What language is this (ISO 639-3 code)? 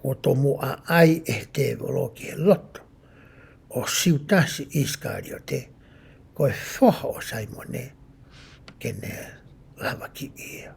ton